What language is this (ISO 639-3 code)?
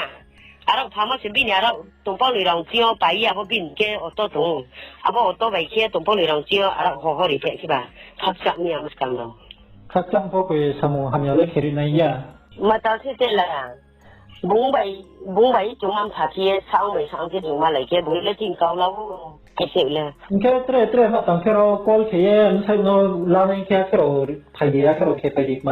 ria